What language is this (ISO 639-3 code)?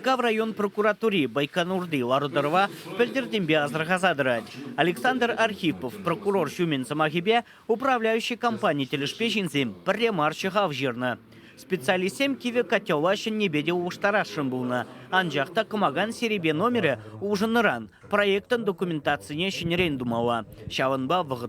chv